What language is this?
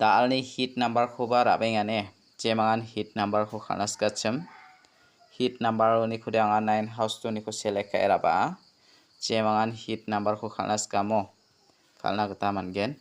Garo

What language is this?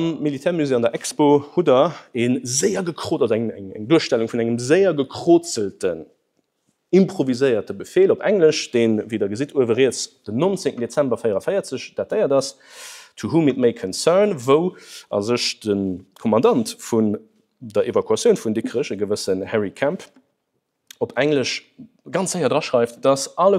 Luxembourgish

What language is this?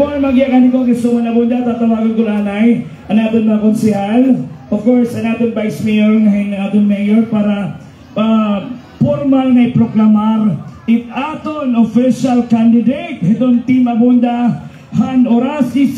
Waray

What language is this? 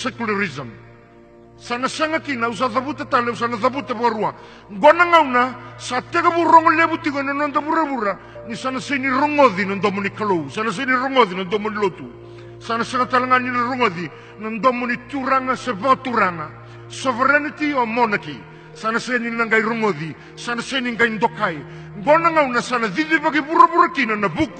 Fijian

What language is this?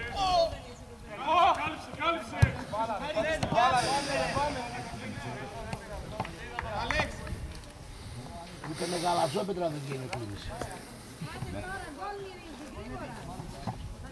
Greek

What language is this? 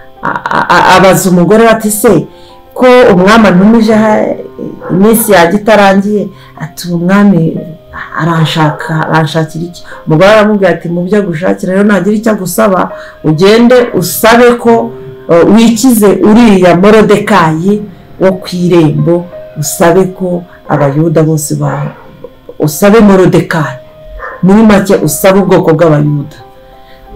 Kinyarwanda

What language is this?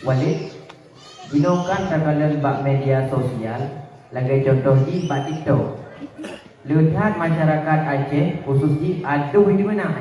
Achinese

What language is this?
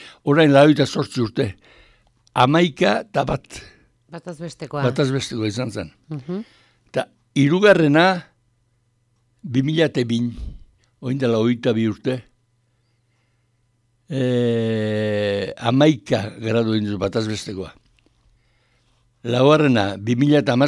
Basque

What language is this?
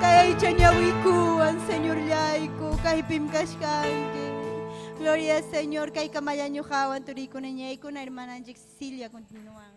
Ayacucho Quechua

